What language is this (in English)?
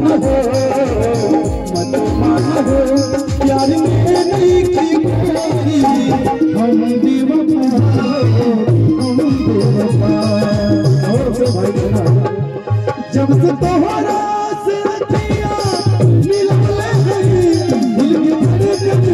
Bhojpuri